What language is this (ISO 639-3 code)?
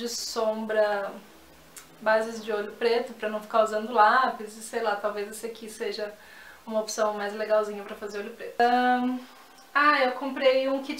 por